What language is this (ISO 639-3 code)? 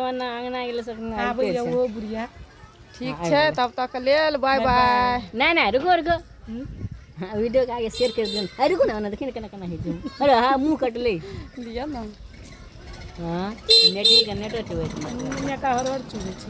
mai